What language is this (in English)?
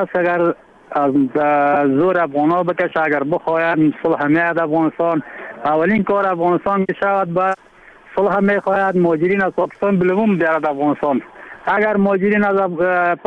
Persian